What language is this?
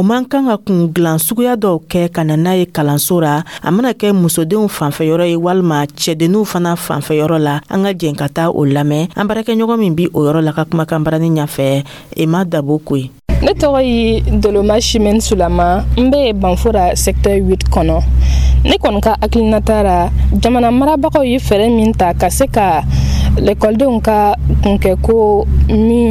Dyula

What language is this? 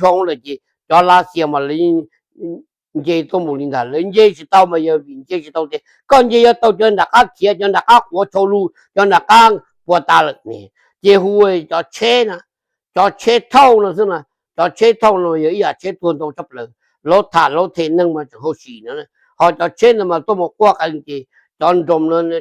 Hmong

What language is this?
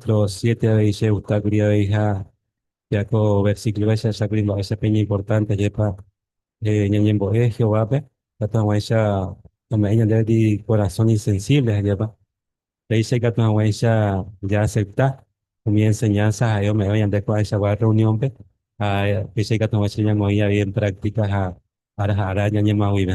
Guarani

